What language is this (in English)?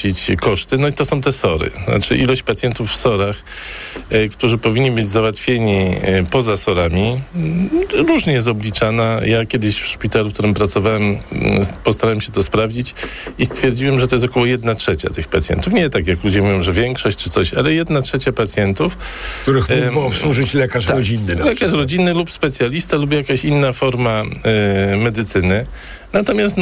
Polish